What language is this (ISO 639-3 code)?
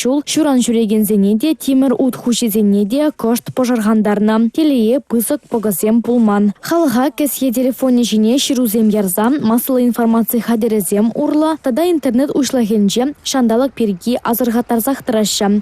chv